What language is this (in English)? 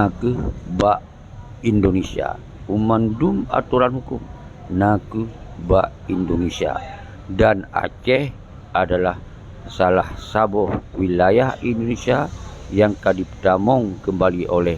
Achinese